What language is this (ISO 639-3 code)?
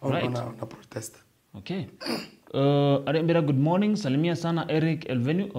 mer